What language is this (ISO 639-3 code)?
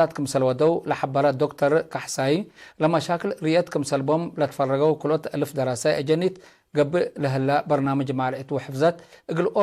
tig